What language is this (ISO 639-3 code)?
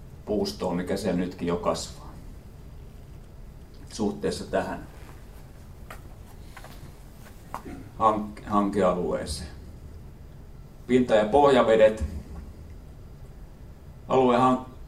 fin